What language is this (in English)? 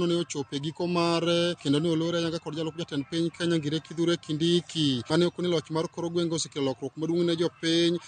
Luo (Kenya and Tanzania)